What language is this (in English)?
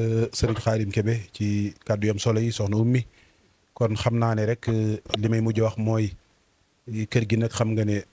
Wolof